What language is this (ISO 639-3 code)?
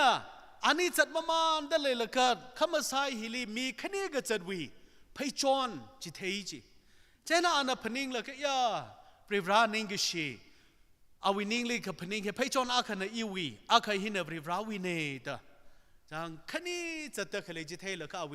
nmf